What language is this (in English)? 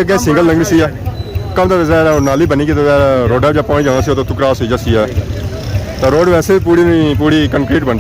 Pahari-Potwari